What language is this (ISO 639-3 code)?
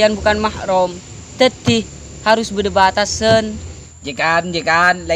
mad